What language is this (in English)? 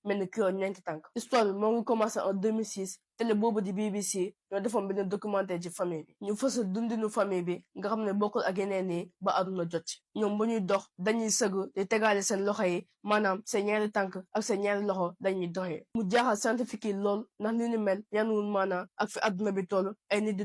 Wolof